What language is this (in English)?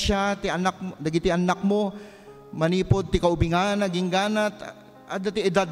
Iloko